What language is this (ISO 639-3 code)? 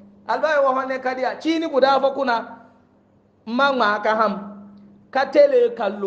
hau